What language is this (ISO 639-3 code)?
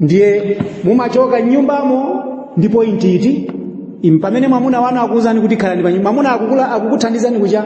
nya